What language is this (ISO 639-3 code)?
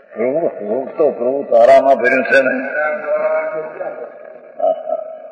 guj